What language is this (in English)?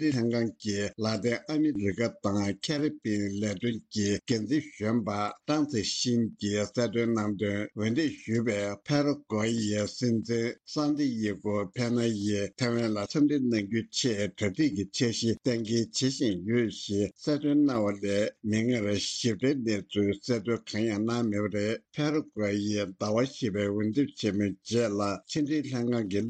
Tibetan